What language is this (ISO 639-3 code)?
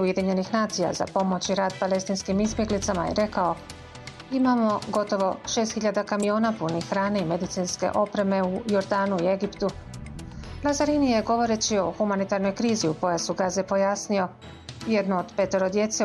bos